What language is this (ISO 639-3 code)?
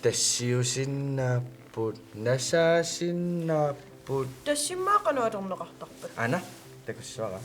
kal